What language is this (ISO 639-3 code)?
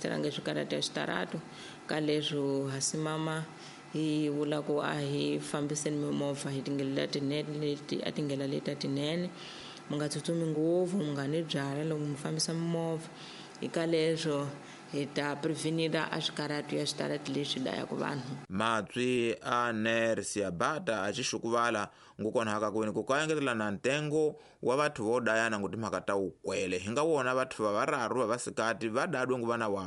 tso